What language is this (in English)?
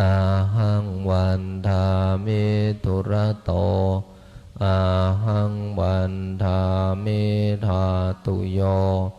Pali